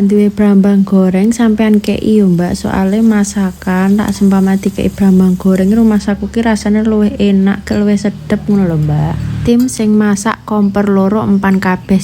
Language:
Javanese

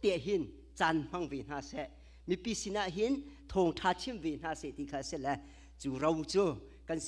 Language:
Hakha Chin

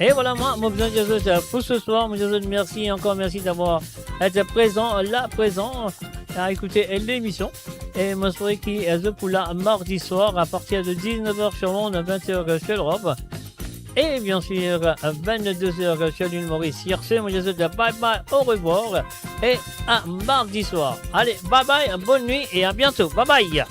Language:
Morisyen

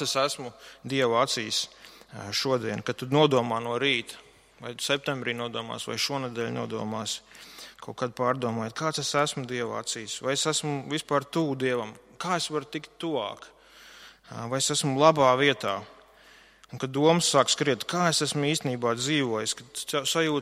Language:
Latvian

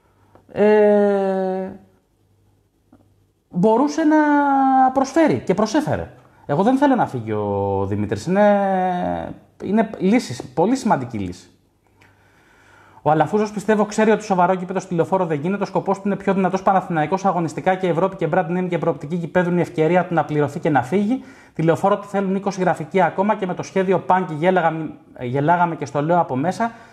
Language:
Greek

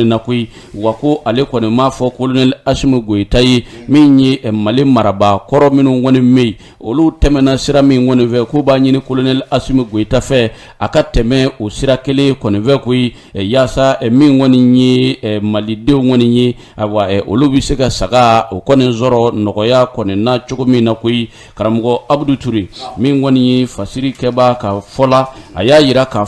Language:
Bambara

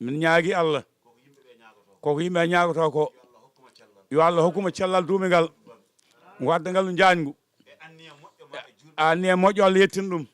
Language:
Fula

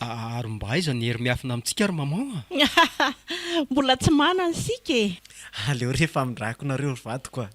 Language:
Malagasy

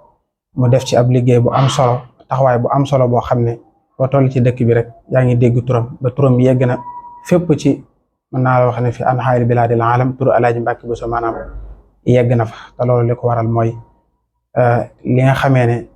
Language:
Wolof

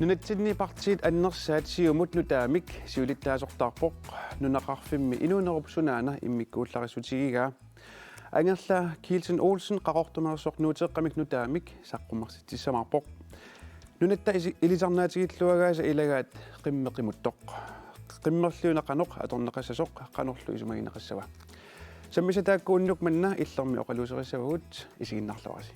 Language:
Kalaallisut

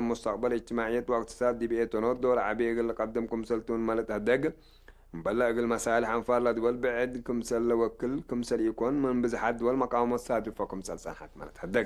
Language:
Tigre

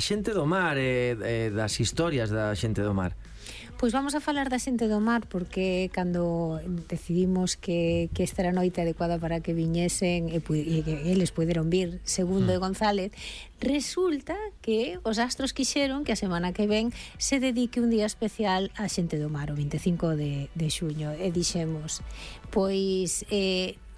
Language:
Galician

